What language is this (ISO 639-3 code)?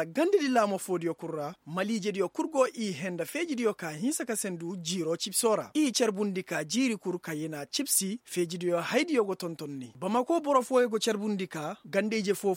ses